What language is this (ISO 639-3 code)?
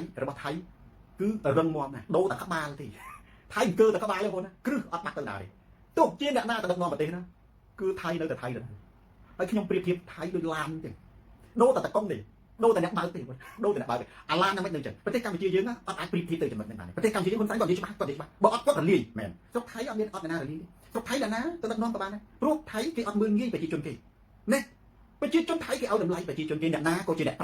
khm